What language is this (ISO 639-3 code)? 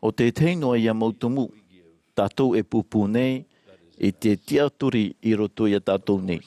tah